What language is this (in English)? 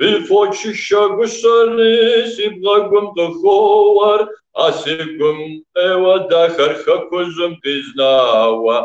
Kabardian